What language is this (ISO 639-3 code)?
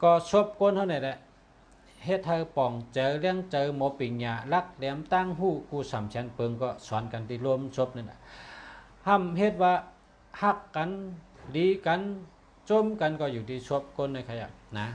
shn